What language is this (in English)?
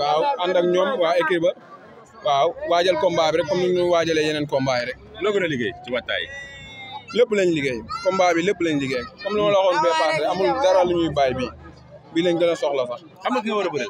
Wolof